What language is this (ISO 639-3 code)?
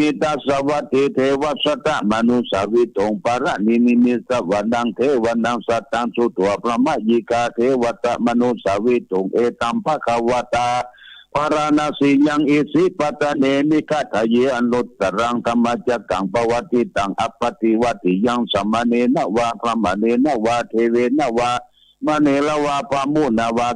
pli